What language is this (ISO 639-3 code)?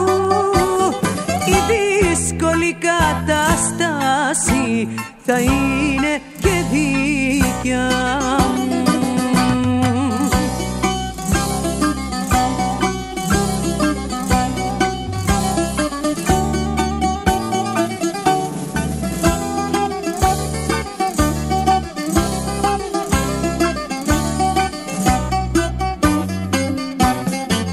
ell